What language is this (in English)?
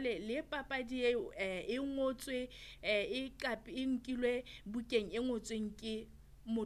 Southern Sotho